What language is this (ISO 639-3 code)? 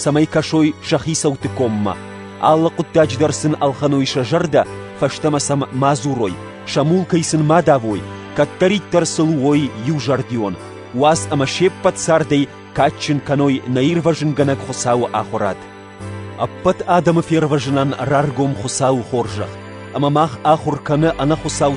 oss